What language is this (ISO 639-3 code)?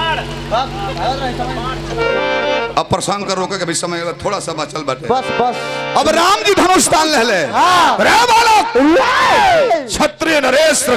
bho